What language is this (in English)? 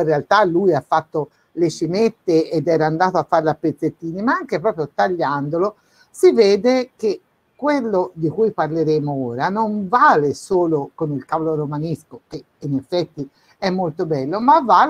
Italian